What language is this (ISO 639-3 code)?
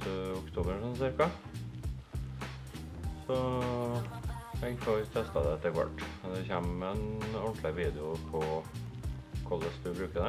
nor